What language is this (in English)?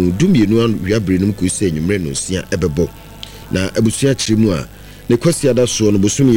Akan